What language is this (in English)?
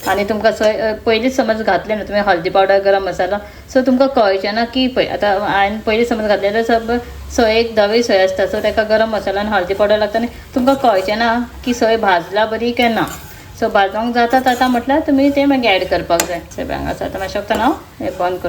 Konkani